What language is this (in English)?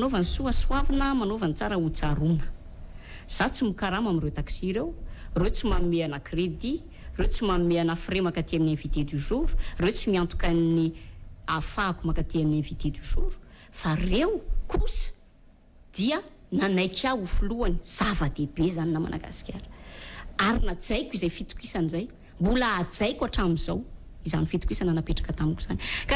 Malagasy